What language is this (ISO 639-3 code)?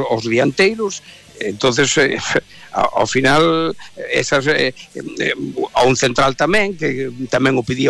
glg